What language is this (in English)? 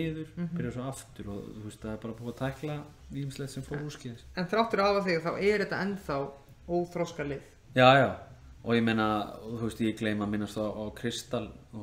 Icelandic